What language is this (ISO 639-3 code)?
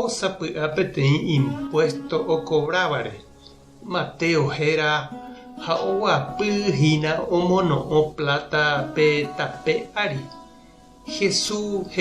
grn